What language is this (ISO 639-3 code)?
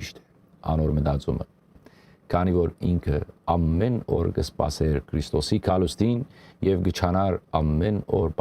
hyw